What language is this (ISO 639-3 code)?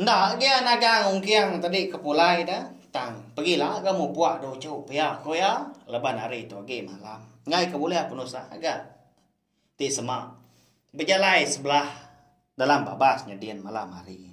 iba